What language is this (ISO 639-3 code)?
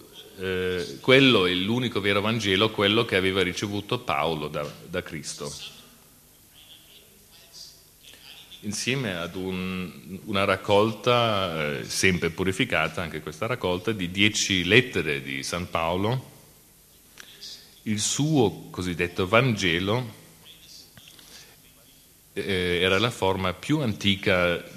ita